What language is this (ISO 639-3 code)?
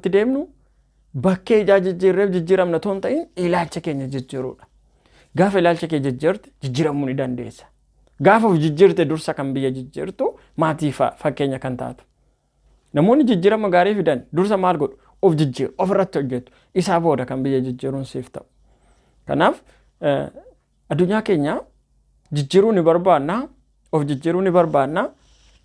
orm